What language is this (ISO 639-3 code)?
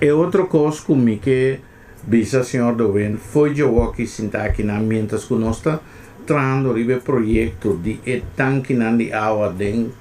pap